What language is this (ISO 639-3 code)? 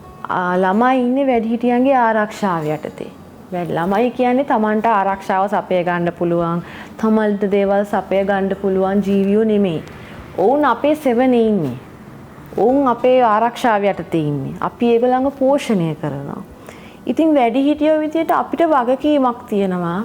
sin